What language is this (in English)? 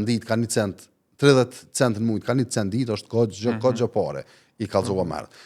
Albanian